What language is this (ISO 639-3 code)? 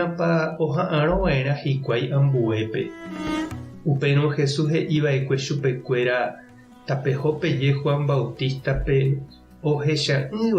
grn